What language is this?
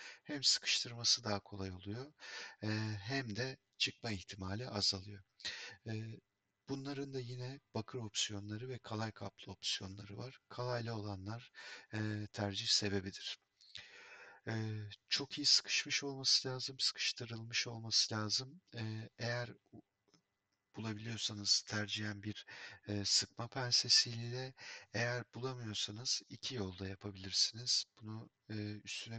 Turkish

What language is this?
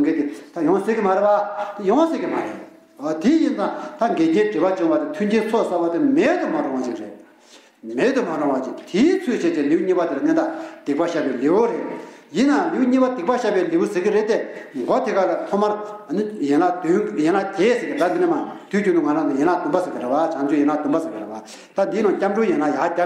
Tibetan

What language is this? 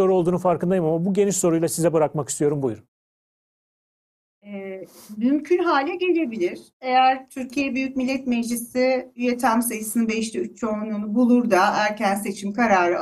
Turkish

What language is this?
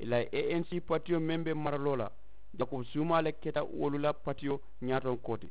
Mandingo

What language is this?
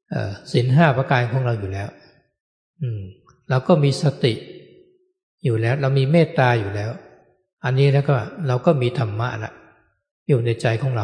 Thai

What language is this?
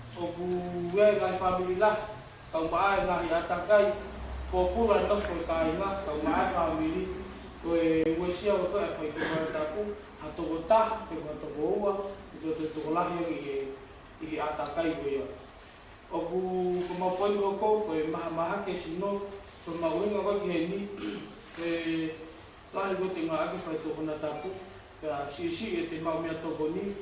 Tongan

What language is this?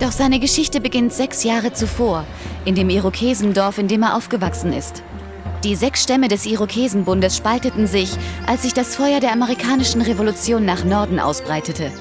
Bavarian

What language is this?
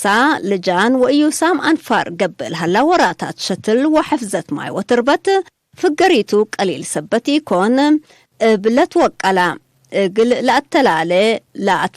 Tigre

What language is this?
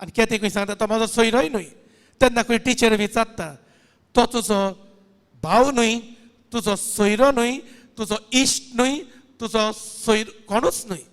Konkani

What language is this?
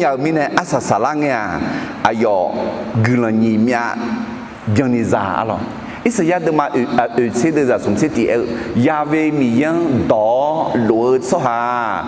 Akha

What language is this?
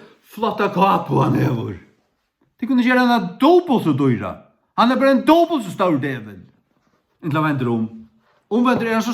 Faroese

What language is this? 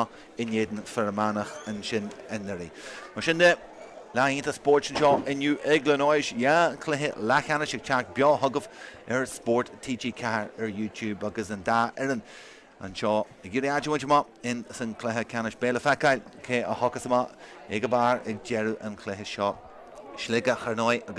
Irish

